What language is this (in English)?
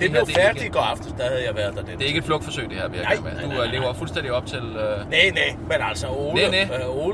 Danish